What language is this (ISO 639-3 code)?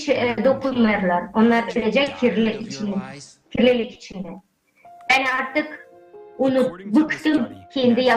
gag